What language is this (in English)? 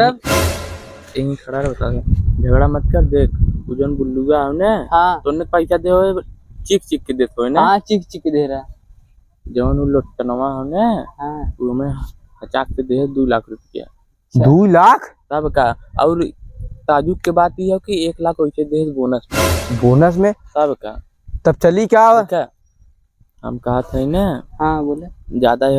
Awadhi